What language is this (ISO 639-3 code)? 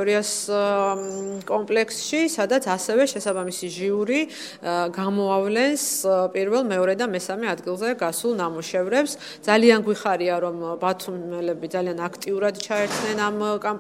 kat